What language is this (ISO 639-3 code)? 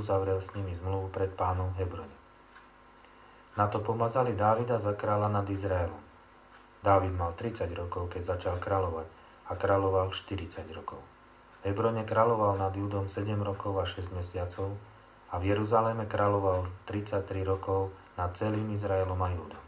slk